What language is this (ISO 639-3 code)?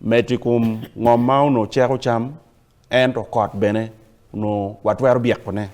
ach